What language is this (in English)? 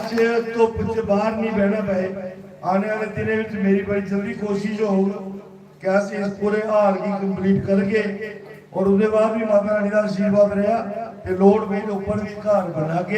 Dogri